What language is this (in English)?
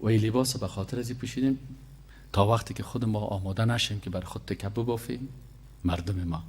Persian